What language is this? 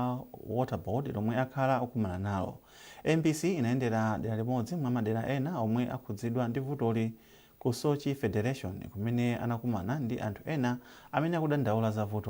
Nyanja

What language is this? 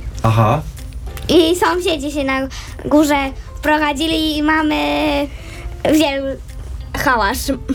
Polish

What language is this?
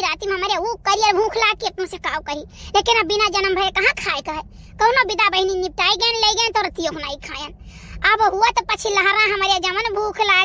Awadhi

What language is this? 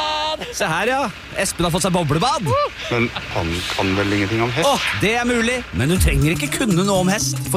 Norwegian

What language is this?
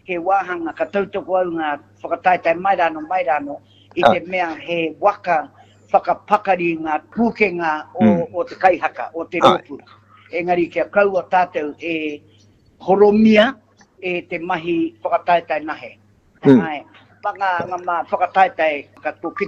Māori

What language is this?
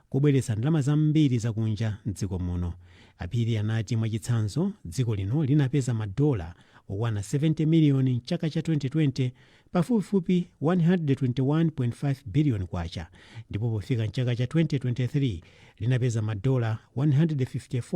Nyanja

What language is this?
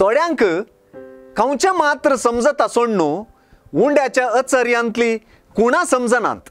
Konkani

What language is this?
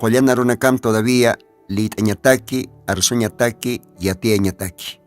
Aymara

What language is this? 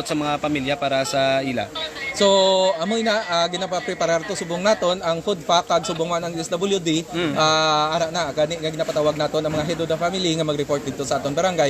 Hiligaynon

